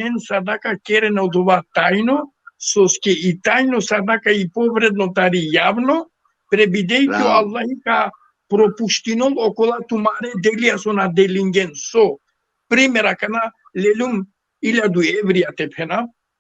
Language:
Balkan Romani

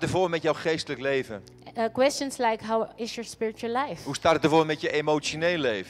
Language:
Dutch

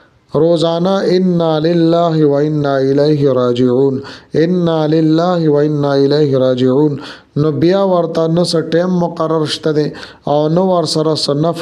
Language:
Pashto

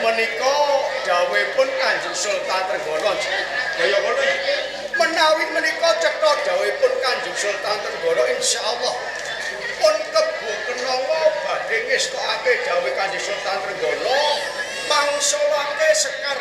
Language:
Javanese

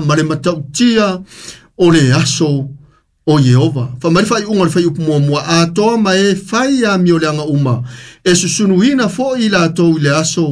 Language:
Samoan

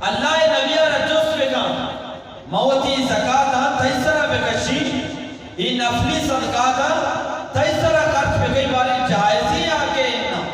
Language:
Eastern Balochi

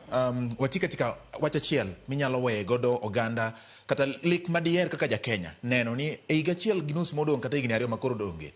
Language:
Luo (Kenya and Tanzania)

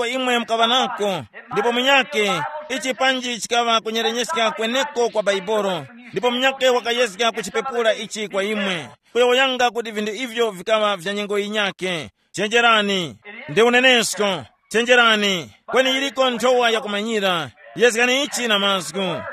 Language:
Tumbuka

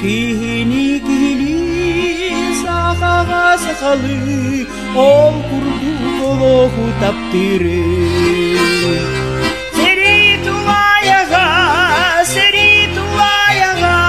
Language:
Yakut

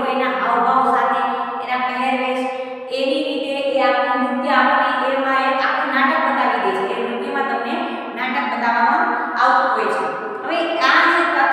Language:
Gujarati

